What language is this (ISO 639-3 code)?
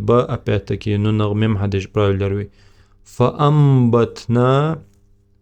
inh